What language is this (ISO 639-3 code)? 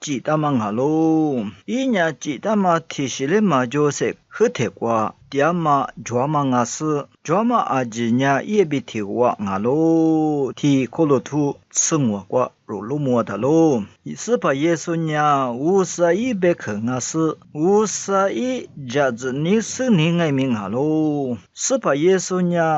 lis